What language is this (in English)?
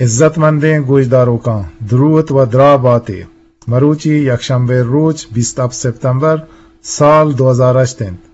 Eastern Balochi